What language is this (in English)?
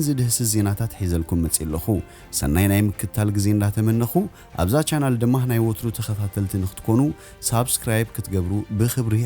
Tigrinya